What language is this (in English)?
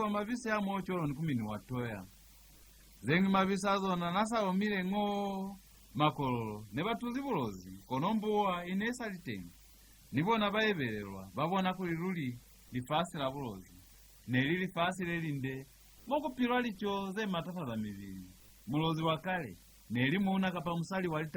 Lozi